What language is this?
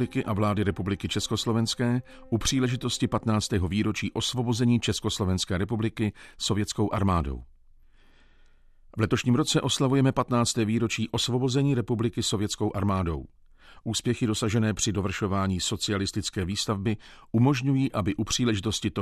Czech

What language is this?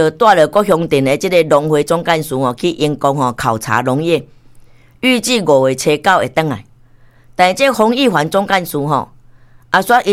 Min Nan Chinese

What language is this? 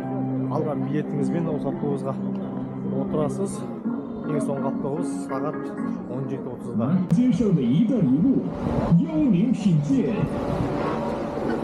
Kazakh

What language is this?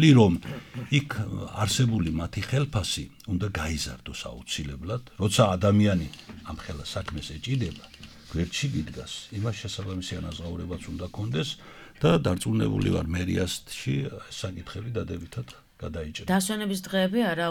Georgian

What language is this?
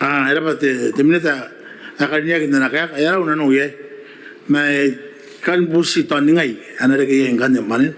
Gilbertese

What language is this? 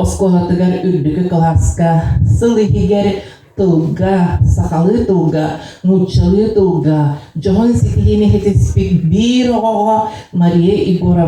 Yakut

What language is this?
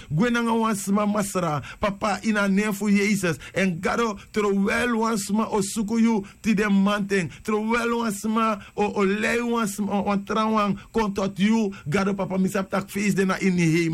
Sranan Tongo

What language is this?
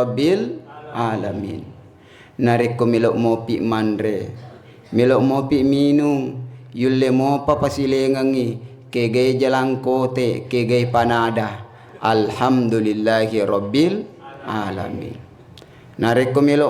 Buginese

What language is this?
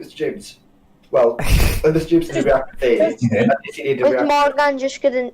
Welsh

